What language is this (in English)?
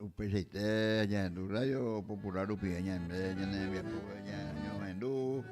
Guarani